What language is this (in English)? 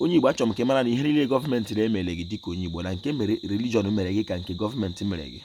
Igbo